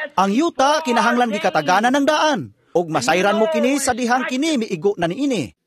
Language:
Cebuano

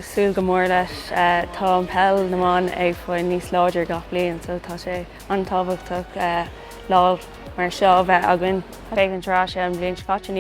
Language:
Irish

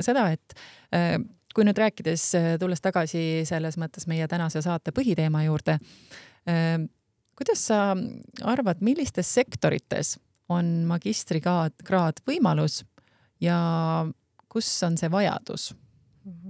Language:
Estonian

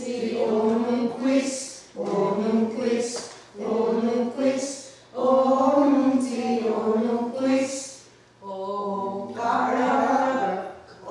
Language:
Mohawk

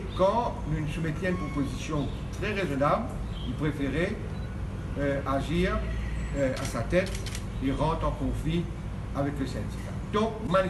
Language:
Morisyen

